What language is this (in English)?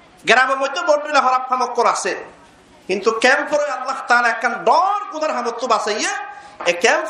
Rohingya